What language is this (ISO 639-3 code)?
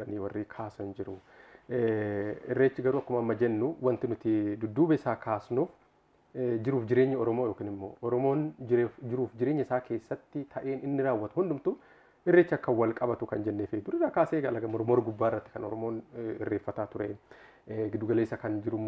orm